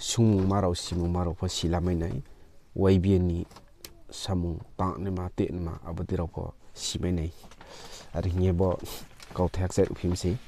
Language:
Riang (India)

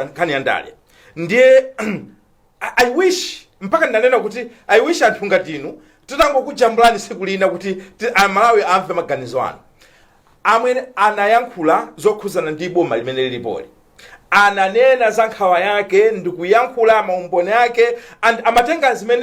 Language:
Nyanja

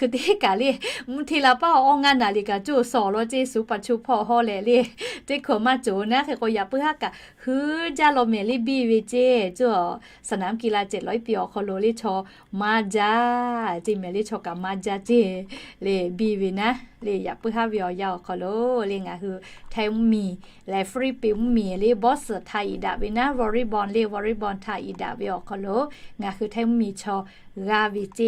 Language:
Lahu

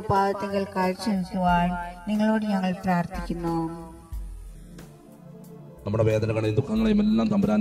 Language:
Malayalam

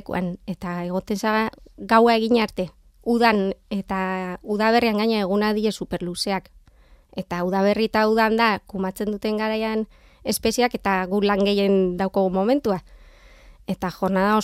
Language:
Basque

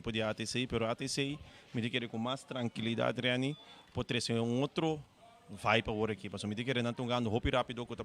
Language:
Papiamento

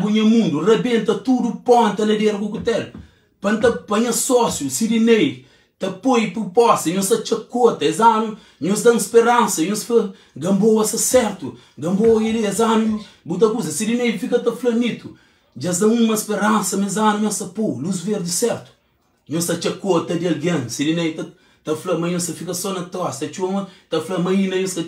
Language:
Kabuverdianu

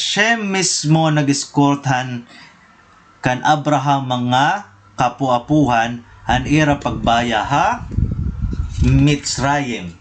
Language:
Waray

